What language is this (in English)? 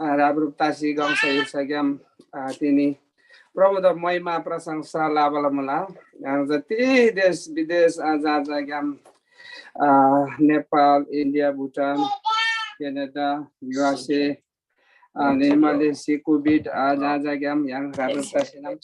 Eastern Tamang